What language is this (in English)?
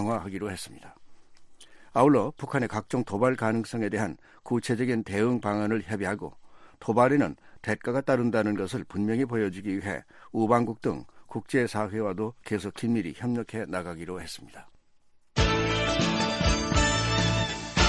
Korean